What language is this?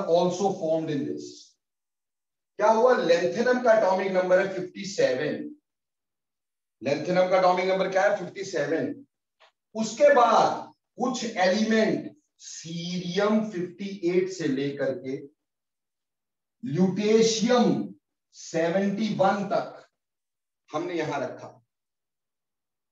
Hindi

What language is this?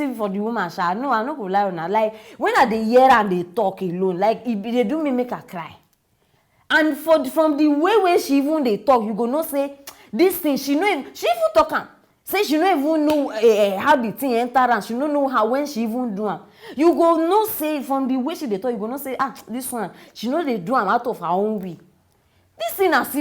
Nigerian Pidgin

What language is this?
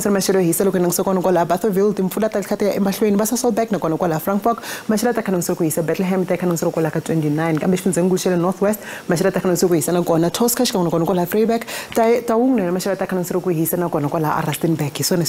Tsonga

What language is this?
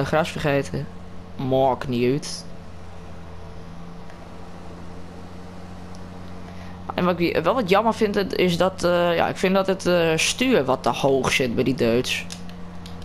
Dutch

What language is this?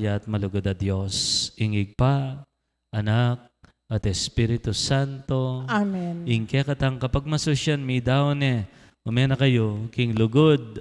Pampanga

